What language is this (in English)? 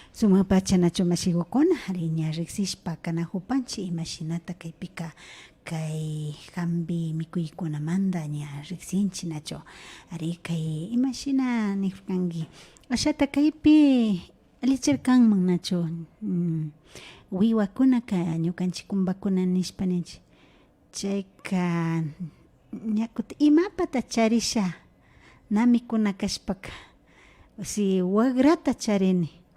Imbabura Highland Quichua